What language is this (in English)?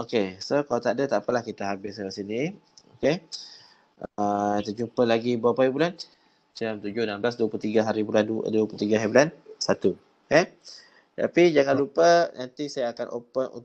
Malay